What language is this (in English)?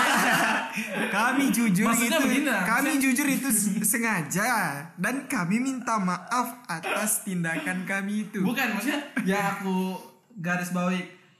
Indonesian